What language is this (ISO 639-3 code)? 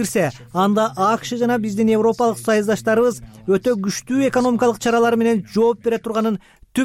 kir